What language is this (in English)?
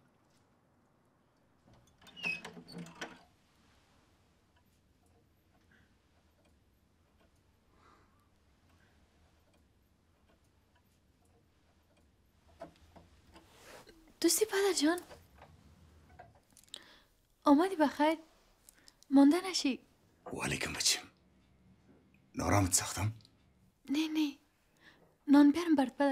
Persian